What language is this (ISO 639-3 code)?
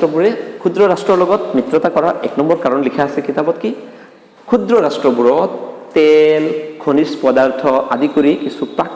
asm